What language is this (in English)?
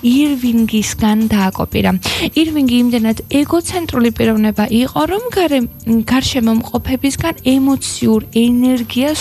Georgian